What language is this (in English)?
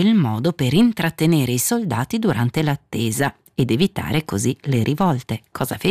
Italian